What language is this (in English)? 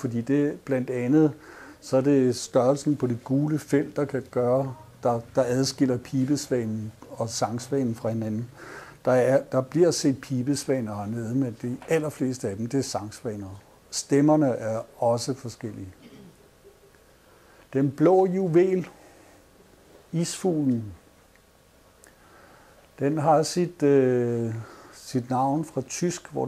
Danish